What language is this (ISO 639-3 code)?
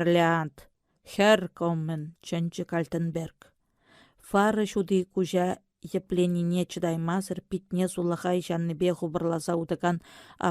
chv